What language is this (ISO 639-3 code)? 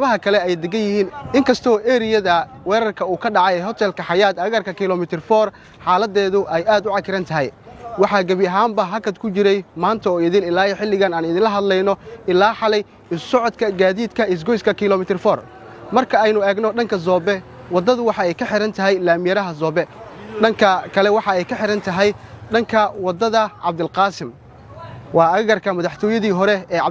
som